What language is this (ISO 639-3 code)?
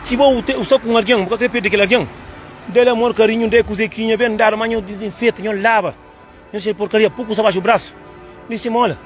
kea